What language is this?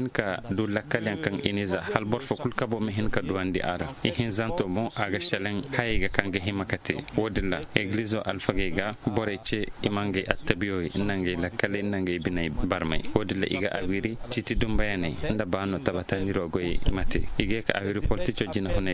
Koyraboro Senni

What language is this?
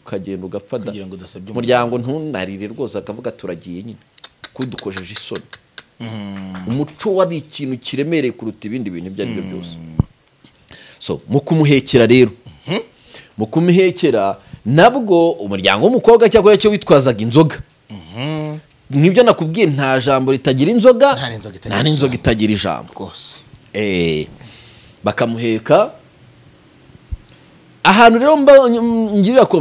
Kinyarwanda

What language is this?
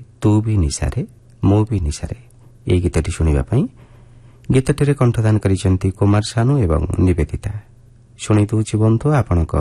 Odia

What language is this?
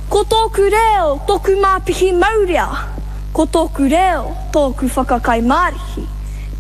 Māori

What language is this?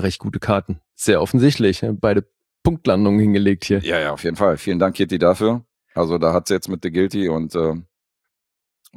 German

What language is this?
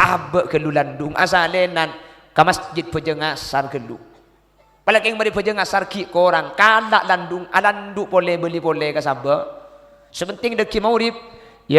Madurese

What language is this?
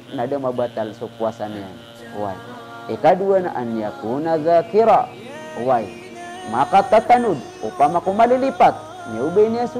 Maranao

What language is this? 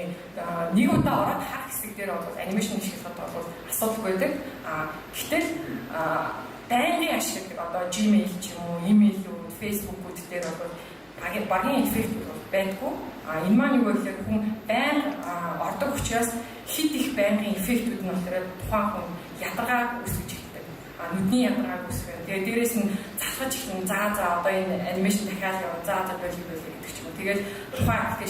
Mongolian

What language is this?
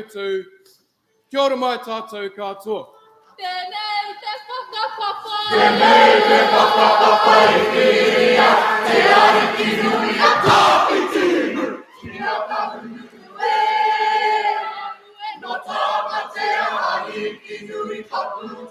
Māori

